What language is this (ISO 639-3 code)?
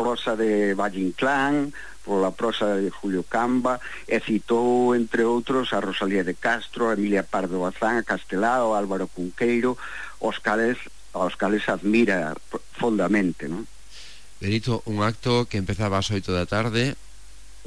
glg